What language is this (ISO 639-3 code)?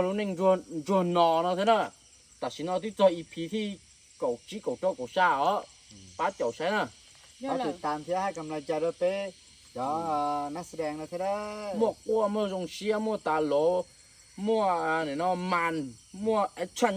hmn